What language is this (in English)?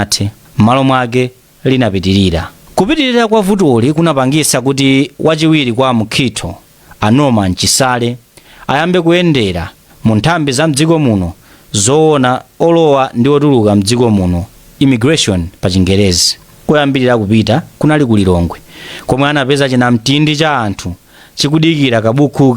Nyanja